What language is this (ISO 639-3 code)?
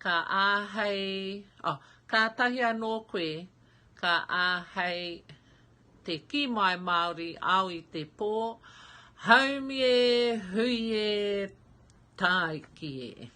mri